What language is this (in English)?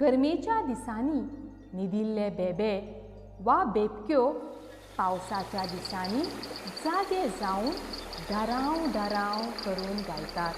Konkani